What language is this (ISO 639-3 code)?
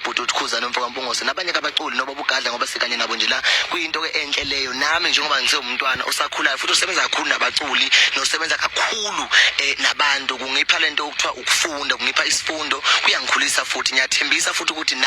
zul